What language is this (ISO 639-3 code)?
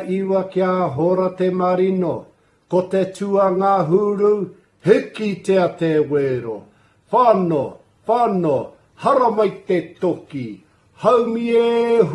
mri